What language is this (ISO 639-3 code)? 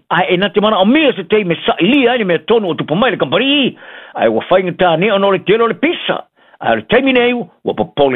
smo